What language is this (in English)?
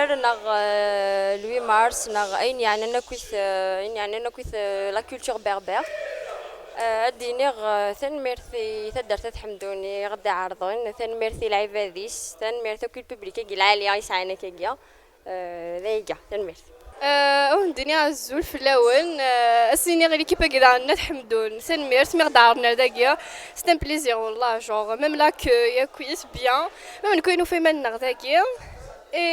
Kabyle